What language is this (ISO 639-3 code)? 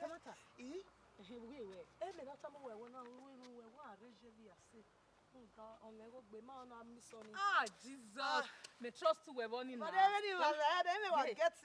bin